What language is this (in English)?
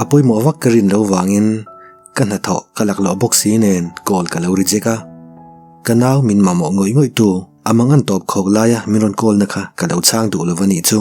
Mizo